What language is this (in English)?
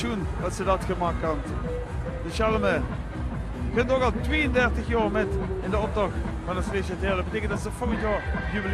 Limburgish